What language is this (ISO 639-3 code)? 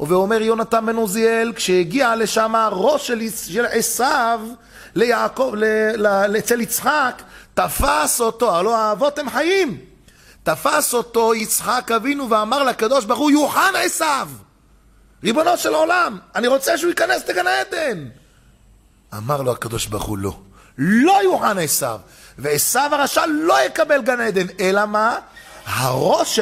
heb